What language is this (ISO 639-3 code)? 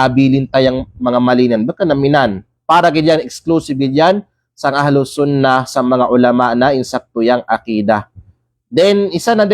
kqe